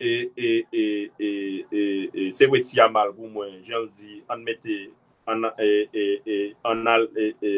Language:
Haitian Creole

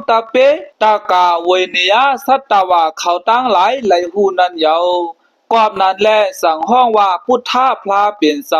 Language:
Shan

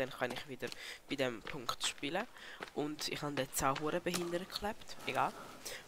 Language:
Swiss German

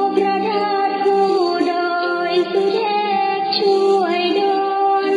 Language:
Pali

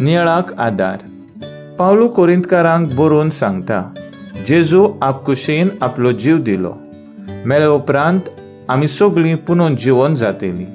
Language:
Konkani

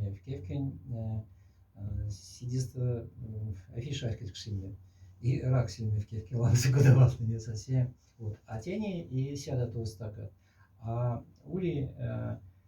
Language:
Moksha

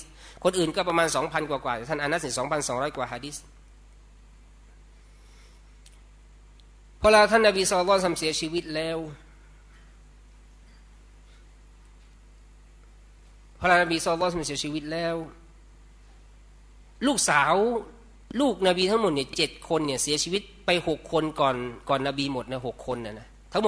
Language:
Thai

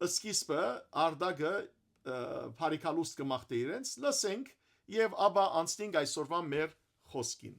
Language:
Western Armenian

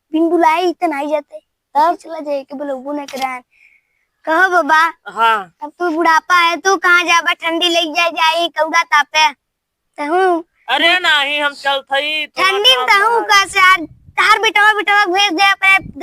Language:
Awadhi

